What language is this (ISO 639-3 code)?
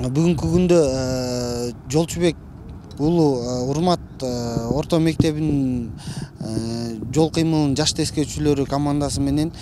kir